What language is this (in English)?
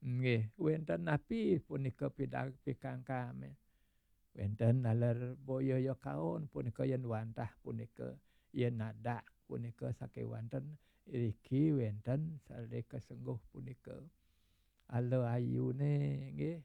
Balinese